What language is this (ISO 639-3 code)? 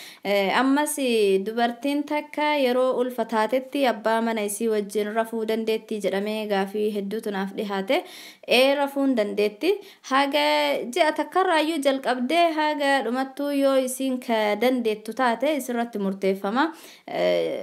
orm